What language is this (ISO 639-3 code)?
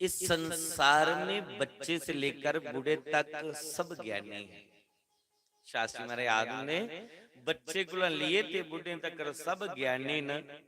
doi